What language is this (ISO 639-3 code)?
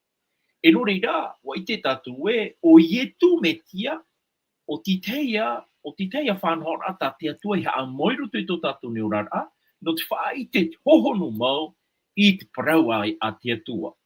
tah